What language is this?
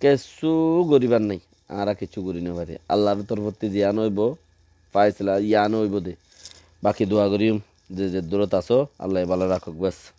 Rohingya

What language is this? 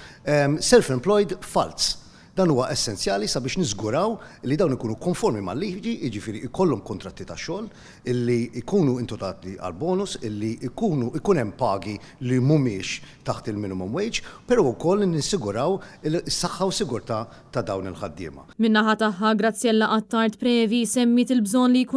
Maltese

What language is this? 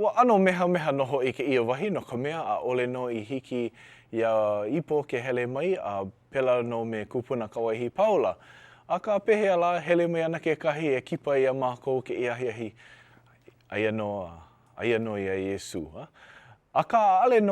Hawaiian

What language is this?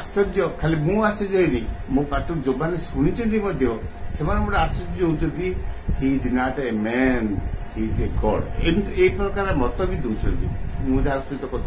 Odia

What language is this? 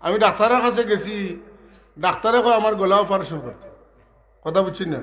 Sylheti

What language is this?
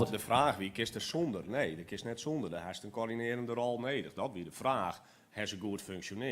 Western Frisian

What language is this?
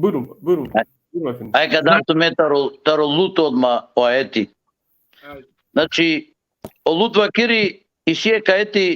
Balkan Romani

